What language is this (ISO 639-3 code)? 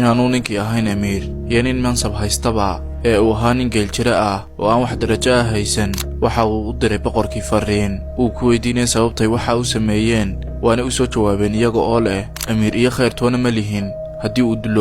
som